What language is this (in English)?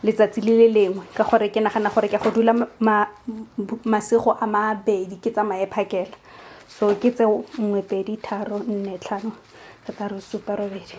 Tswana